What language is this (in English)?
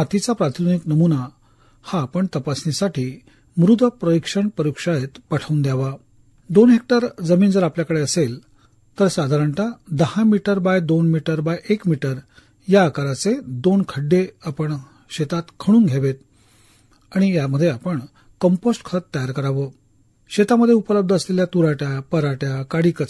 Marathi